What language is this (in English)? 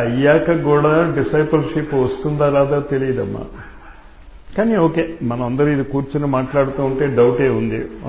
Telugu